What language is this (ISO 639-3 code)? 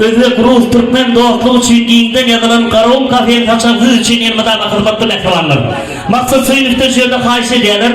tuk